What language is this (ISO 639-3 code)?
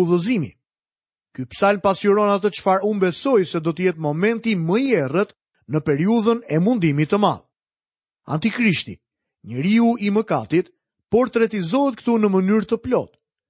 sqi